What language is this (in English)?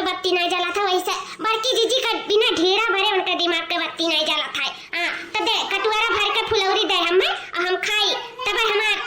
Awadhi